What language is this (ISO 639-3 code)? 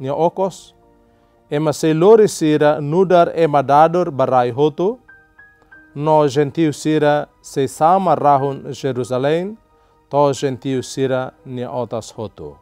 tet